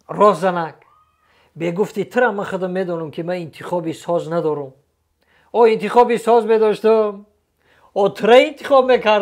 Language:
Tajik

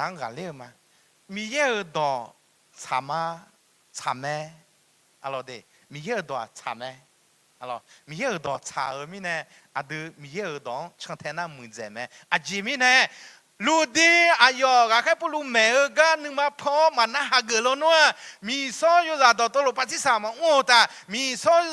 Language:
Akha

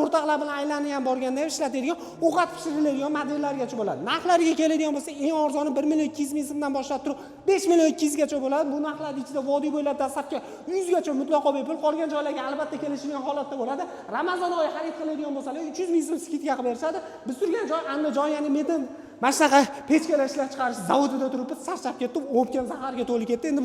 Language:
Uzbek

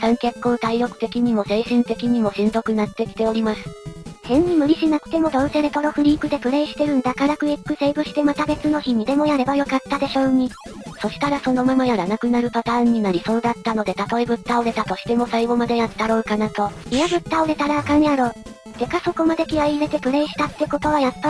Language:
Japanese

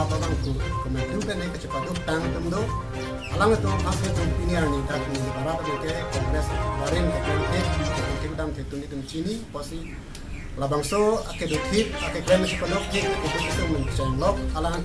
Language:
Karbi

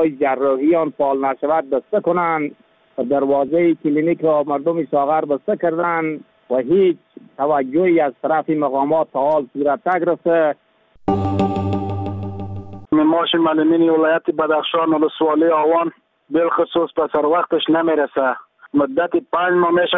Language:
Persian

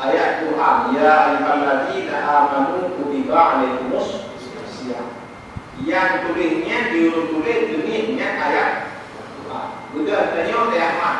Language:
Achinese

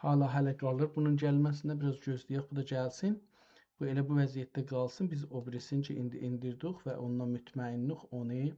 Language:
South Azerbaijani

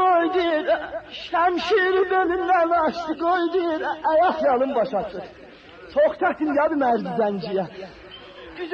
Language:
Turkish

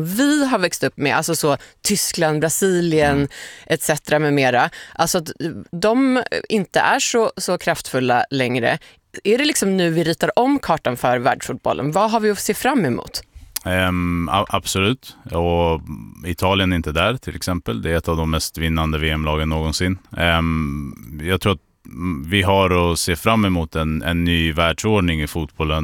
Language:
Swedish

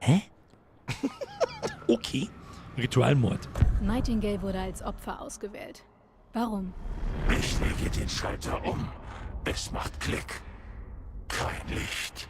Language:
Bavarian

